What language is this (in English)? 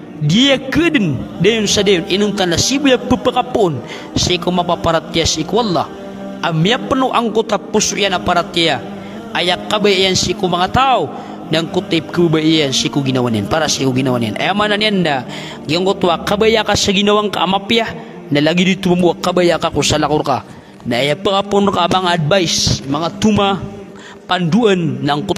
Maranao